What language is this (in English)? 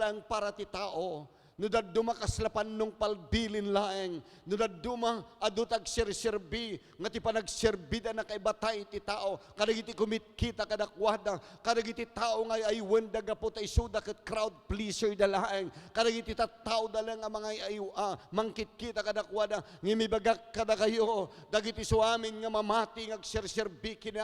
Iloko